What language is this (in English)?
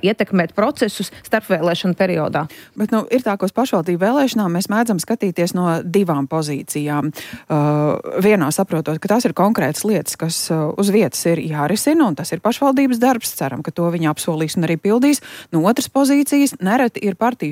Latvian